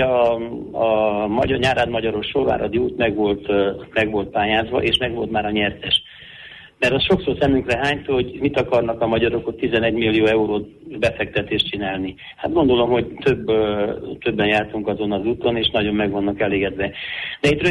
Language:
Hungarian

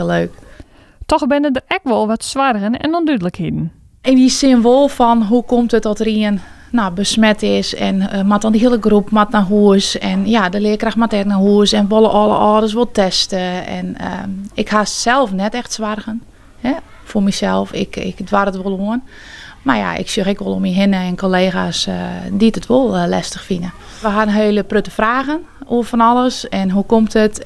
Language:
Western Frisian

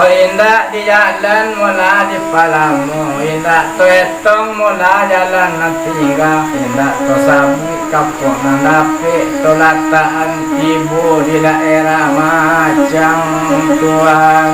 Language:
Minangkabau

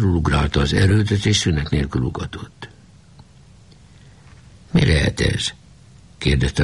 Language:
Hungarian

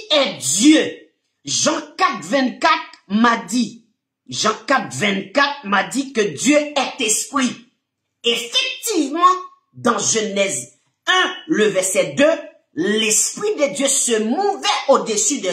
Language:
French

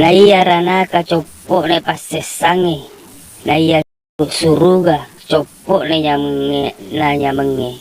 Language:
Buginese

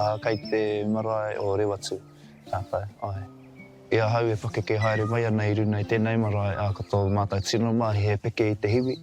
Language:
Māori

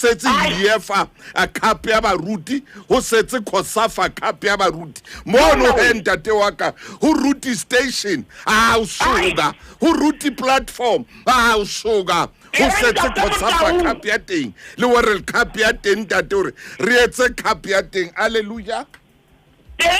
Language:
Southern Sotho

